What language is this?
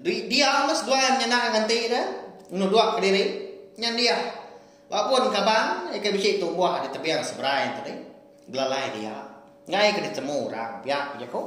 Iban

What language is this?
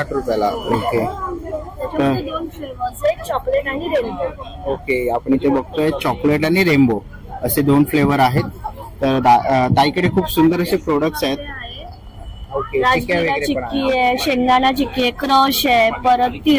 Marathi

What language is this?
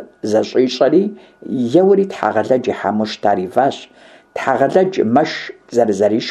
Kabardian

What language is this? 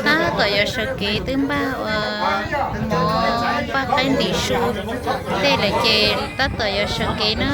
Hmong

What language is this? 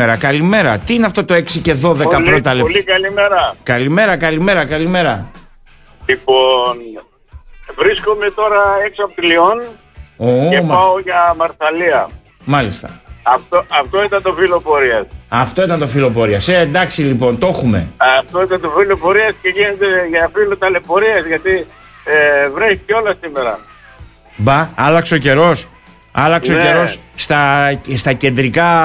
Greek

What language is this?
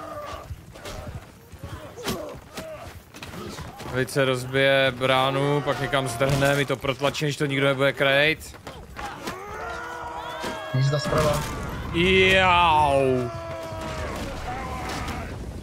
Czech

